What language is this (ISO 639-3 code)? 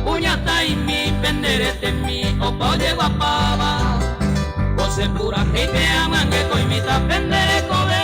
grn